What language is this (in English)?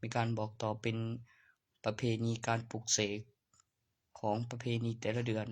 Northeastern Thai